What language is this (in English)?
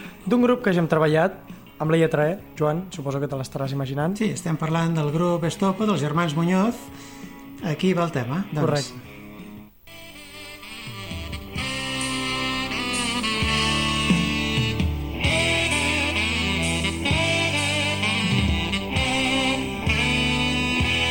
Catalan